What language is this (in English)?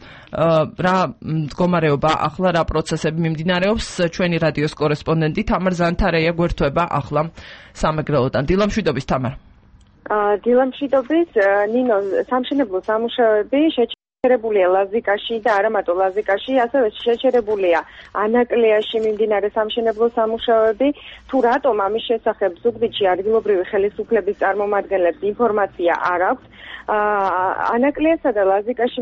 Georgian